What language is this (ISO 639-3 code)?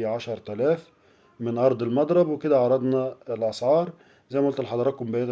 arz